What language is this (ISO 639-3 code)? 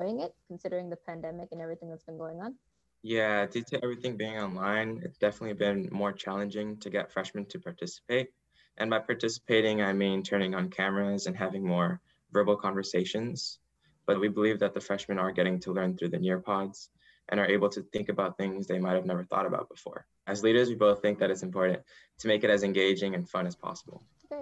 eng